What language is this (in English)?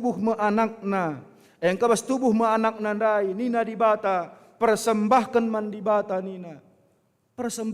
Batak Karo